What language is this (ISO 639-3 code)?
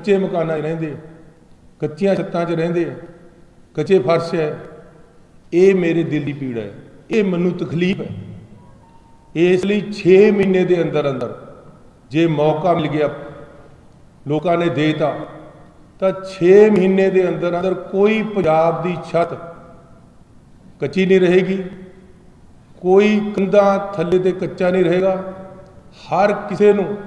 pan